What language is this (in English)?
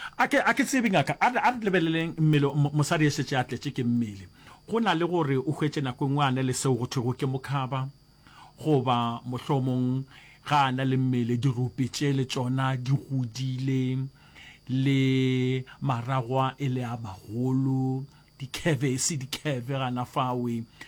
Northern Sotho